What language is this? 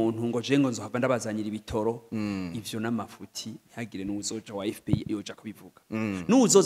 Rundi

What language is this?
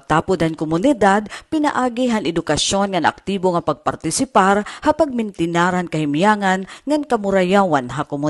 Waray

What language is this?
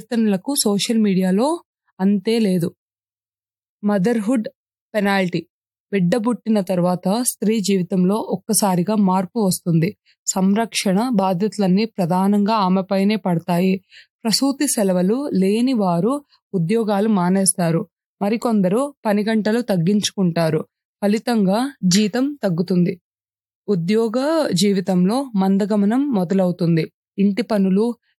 Telugu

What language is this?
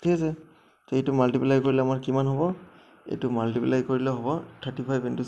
Assamese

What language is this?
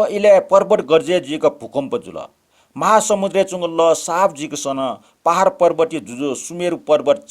Newari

